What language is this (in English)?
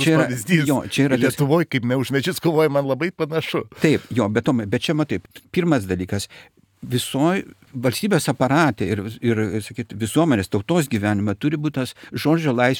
Lithuanian